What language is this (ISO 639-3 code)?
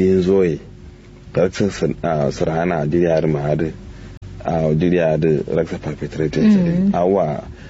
kau